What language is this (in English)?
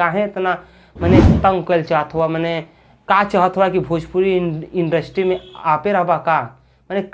Bhojpuri